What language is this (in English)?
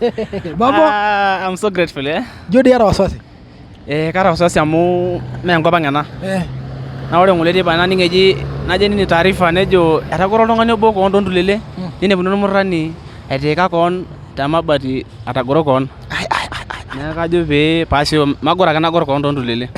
Masai